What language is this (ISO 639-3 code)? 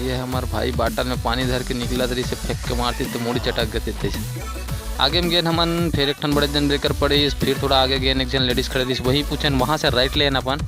hne